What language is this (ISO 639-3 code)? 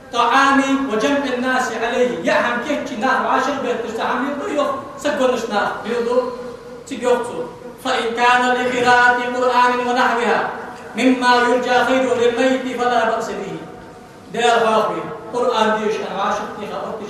inh